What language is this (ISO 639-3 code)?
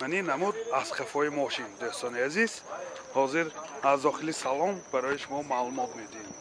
tgk